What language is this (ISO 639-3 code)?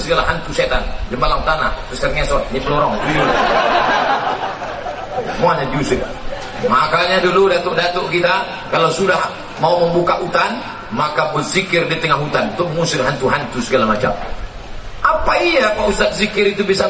ind